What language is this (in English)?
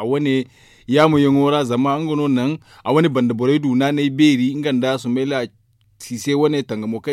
Zarma